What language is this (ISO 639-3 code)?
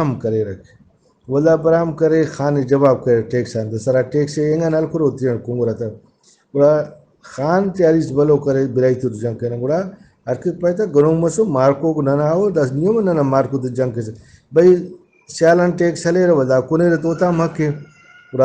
brh